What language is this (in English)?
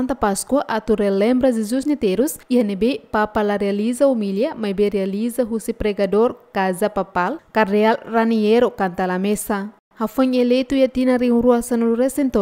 Tetum